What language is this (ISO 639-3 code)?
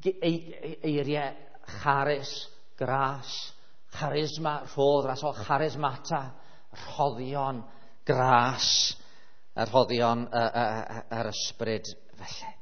cym